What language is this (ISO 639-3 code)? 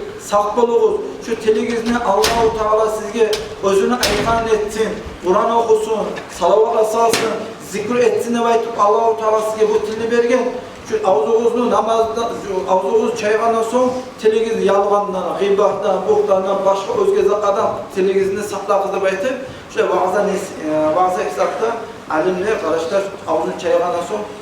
kum